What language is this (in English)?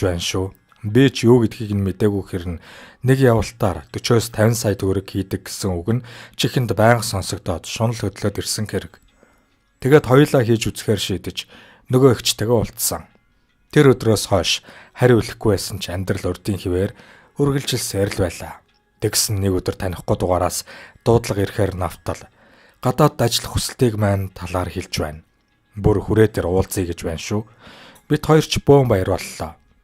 Mongolian